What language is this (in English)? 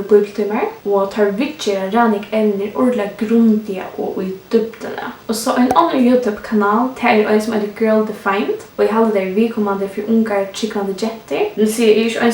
Faroese